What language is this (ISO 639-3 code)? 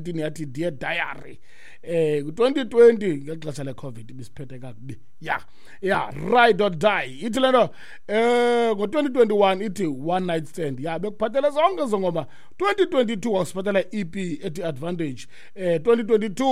xho